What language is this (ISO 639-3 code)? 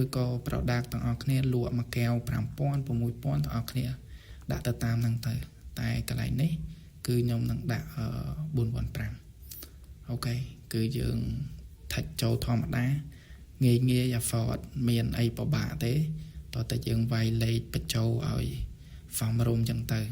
khm